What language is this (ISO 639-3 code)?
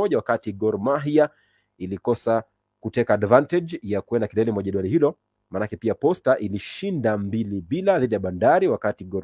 swa